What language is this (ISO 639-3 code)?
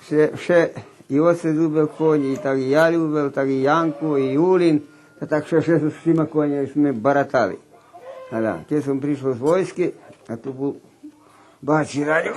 rue